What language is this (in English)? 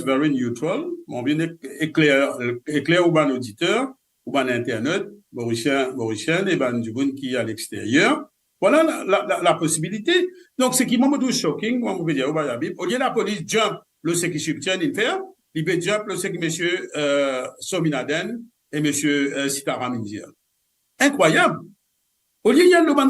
Morisyen